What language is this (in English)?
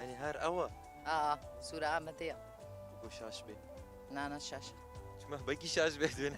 Kurdish